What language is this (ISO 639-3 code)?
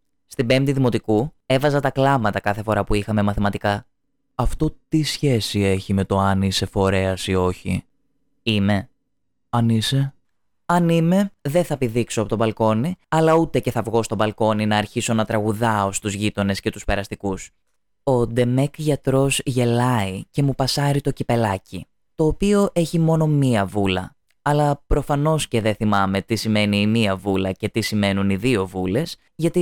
ell